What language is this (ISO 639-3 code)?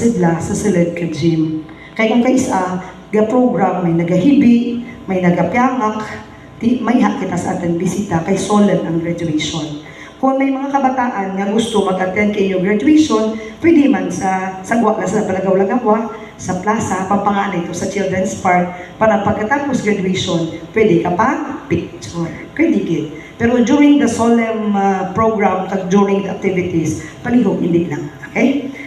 hil